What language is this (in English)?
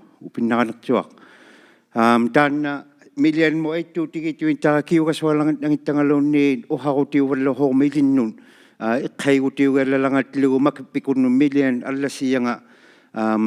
Inuktitut